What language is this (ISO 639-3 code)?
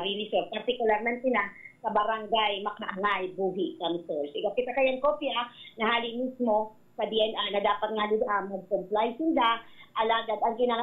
bik